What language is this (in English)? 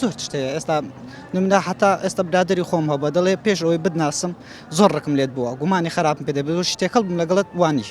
Central Kurdish